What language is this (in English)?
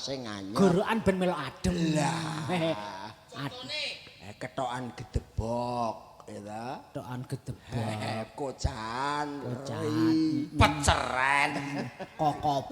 Javanese